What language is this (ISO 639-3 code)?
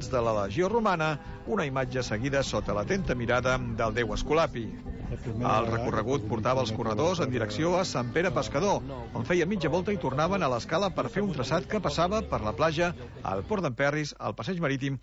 cat